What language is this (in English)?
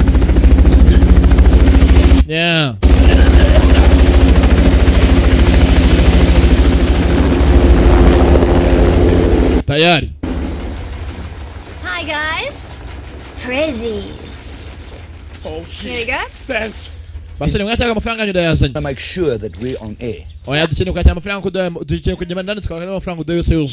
Kinyarwanda